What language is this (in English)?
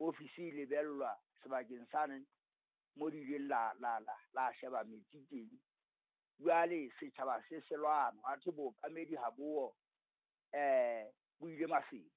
Southern Sotho